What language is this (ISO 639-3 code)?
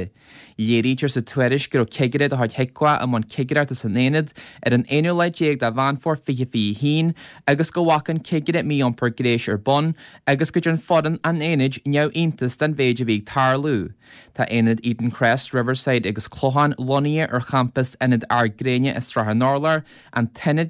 gle